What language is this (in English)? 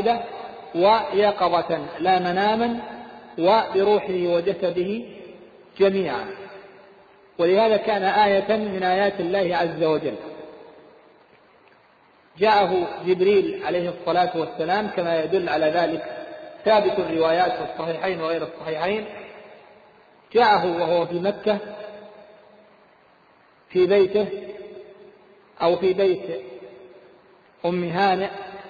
Arabic